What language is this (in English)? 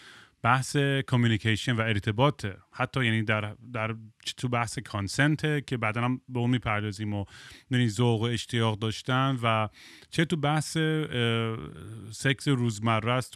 Persian